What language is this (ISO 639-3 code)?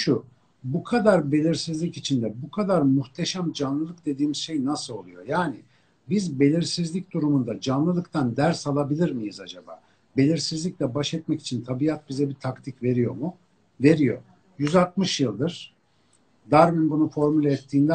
tur